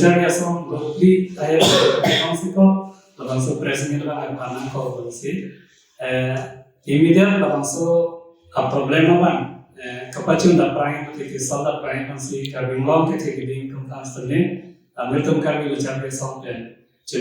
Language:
Karbi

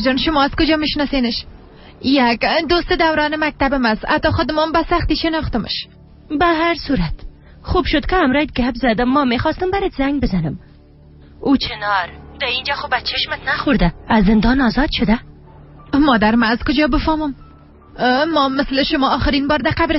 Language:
Persian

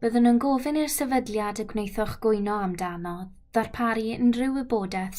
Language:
Welsh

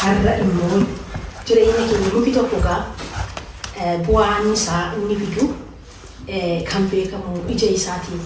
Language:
Oromo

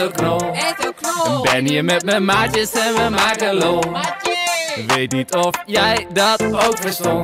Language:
Dutch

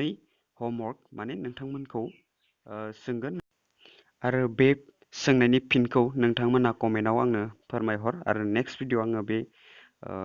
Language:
Bodo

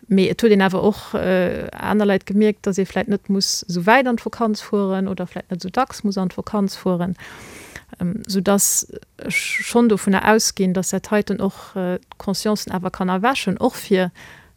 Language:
Luxembourgish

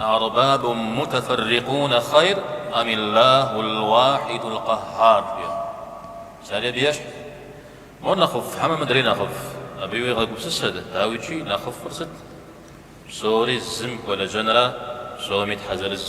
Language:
Kabardian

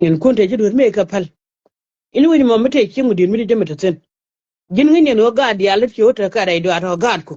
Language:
Nuer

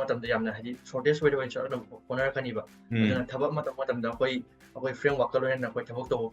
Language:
Manipuri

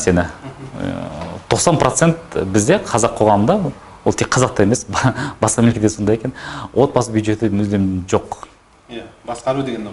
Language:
Kazakh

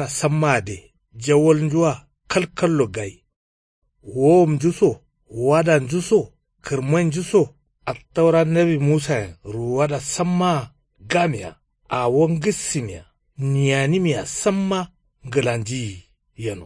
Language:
Kanuri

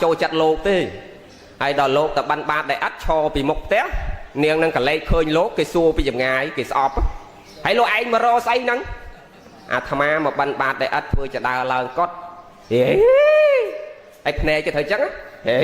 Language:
Khmer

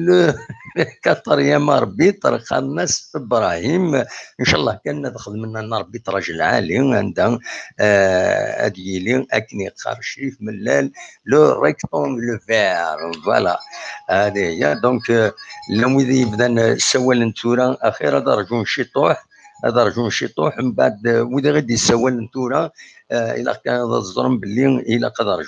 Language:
Kabyle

